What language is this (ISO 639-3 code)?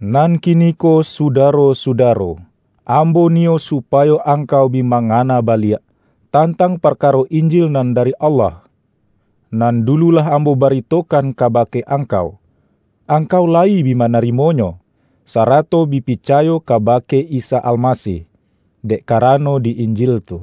min